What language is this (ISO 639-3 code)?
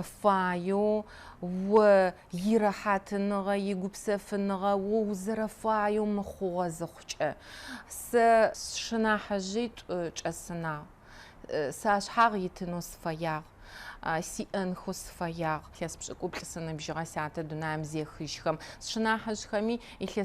ady